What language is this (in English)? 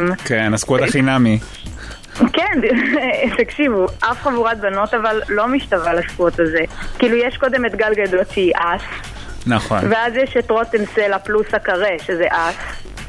Hebrew